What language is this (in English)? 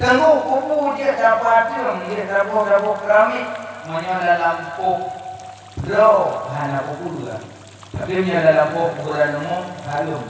Achinese